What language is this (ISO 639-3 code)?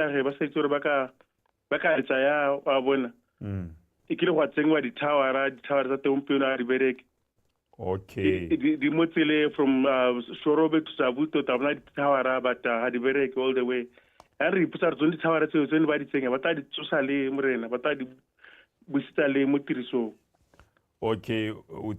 tsn